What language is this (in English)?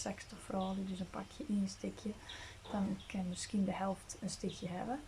Western Frisian